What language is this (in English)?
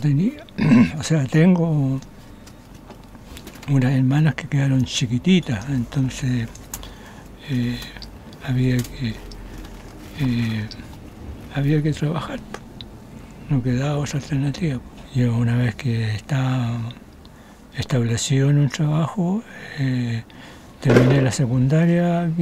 Spanish